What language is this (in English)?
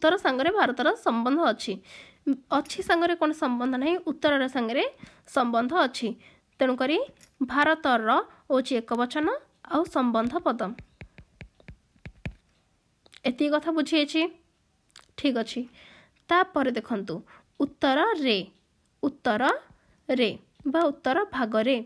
Odia